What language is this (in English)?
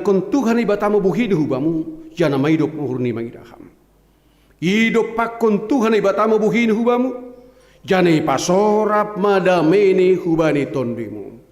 Batak Simalungun